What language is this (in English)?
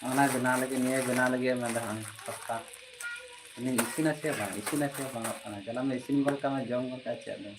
Santali